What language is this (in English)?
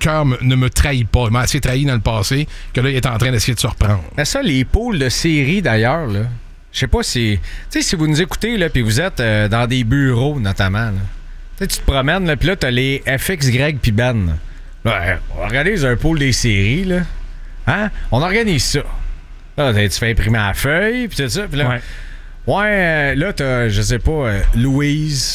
French